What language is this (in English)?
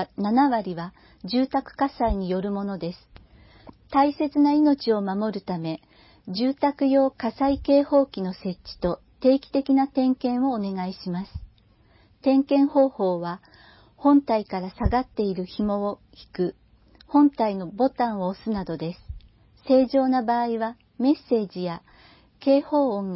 Japanese